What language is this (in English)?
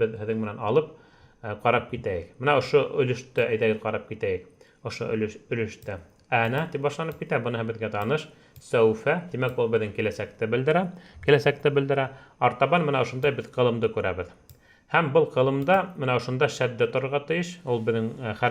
Bashkir